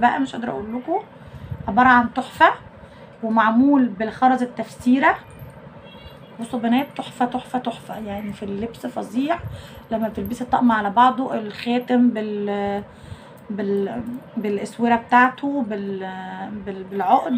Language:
Egyptian Arabic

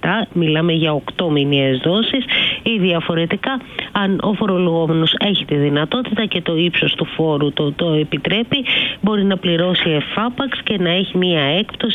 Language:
Greek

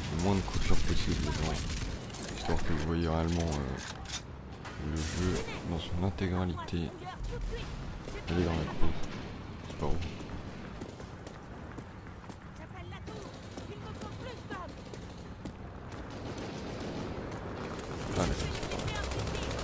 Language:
French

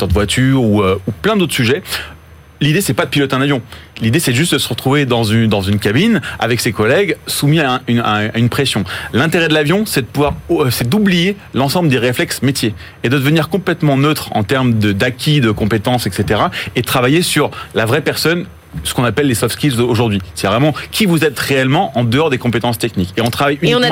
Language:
French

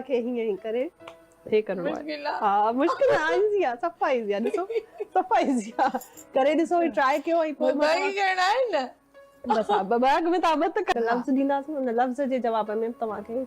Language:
Sindhi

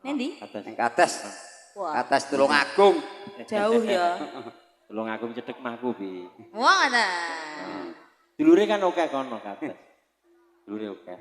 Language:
Javanese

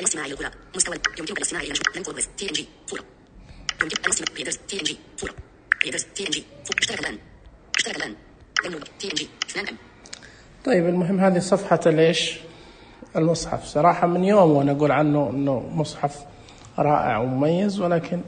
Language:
Najdi Arabic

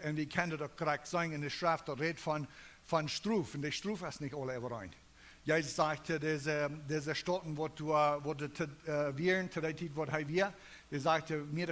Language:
Plautdietsch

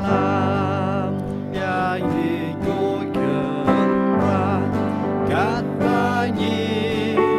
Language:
Khasi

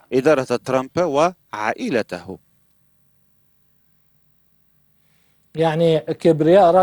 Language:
Arabic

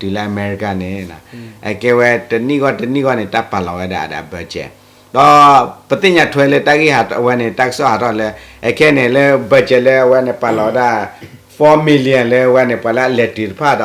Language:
S'gaw Karen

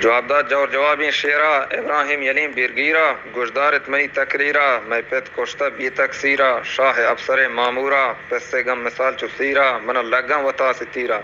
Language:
Baluchi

